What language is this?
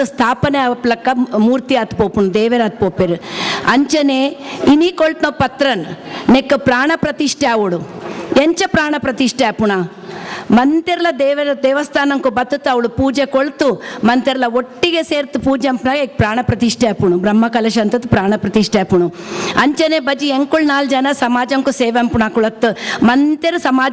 Tulu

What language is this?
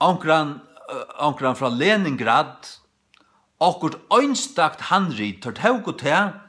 Faroese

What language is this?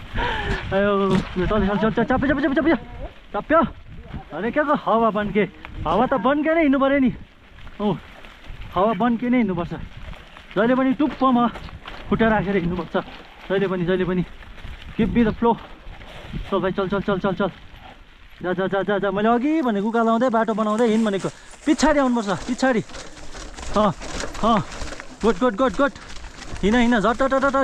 Nepali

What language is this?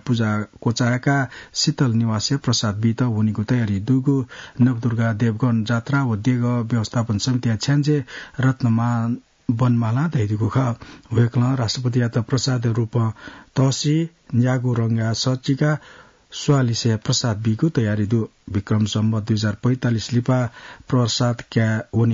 Newari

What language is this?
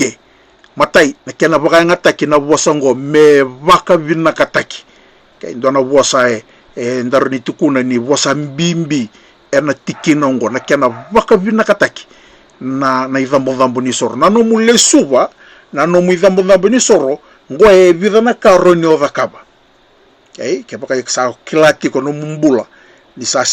Fijian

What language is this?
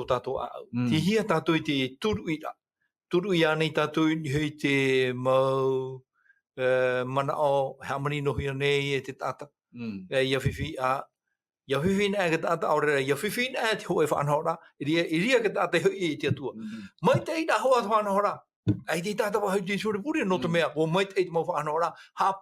Tahitian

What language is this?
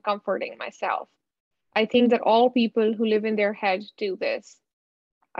English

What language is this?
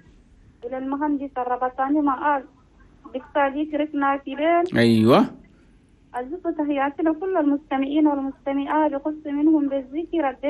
Chadian Arabic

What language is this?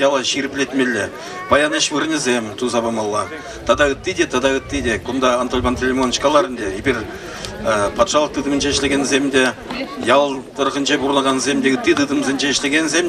Chuvash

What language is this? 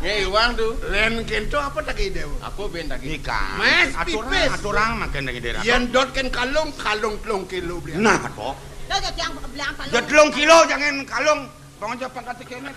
Balinese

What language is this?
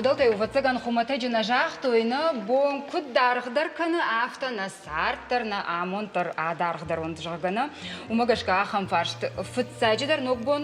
Ossetic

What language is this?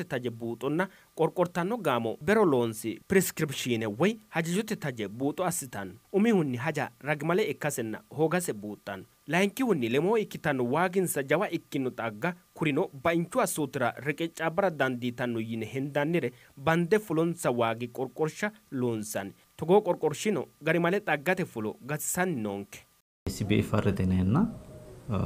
Sidamo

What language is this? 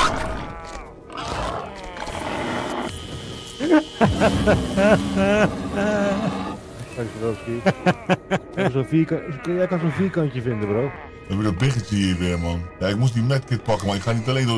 Dutch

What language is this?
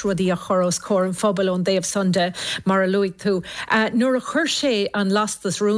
Irish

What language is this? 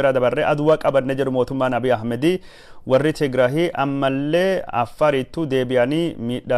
Oromo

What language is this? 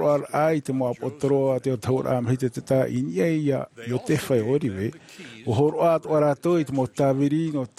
Tahitian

